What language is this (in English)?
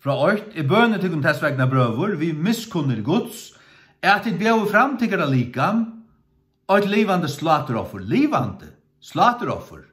Faroese